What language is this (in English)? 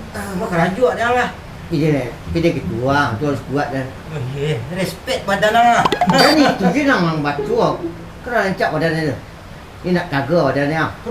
Minangkabau